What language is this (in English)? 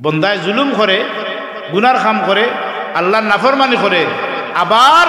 Sylheti